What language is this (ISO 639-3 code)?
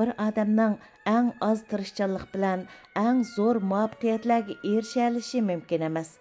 uig